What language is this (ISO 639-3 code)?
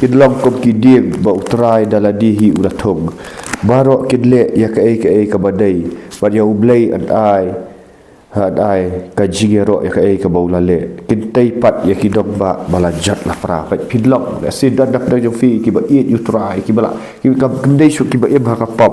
kha